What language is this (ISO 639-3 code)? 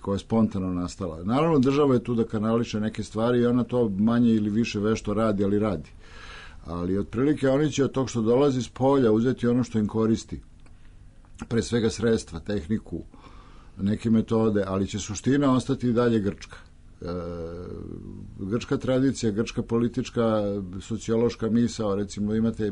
srp